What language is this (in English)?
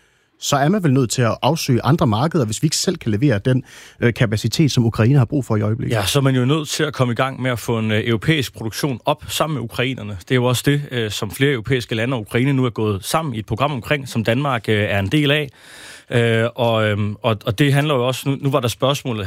Danish